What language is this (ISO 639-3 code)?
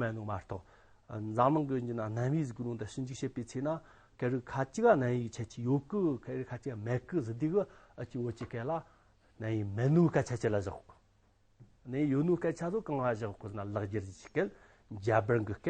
adx